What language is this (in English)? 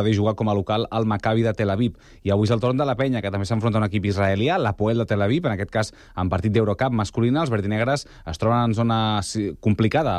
Catalan